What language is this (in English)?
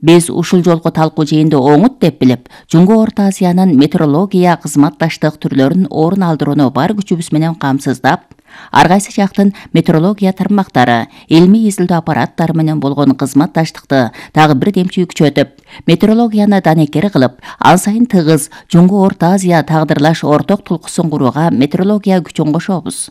Kyrgyz